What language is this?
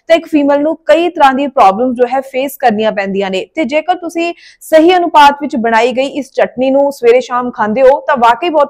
Punjabi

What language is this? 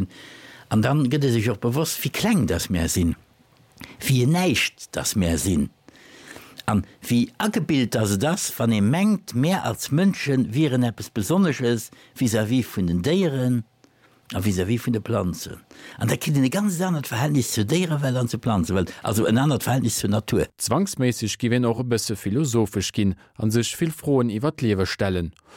Luxembourgish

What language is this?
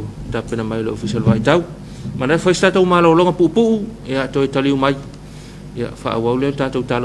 Samoan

